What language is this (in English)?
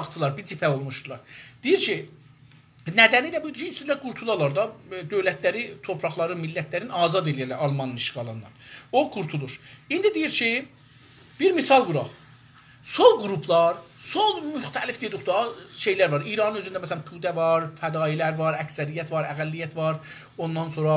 South Azerbaijani